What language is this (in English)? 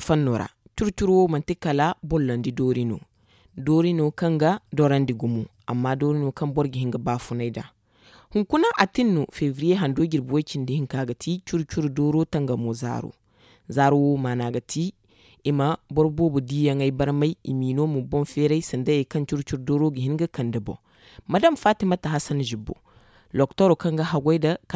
Zarma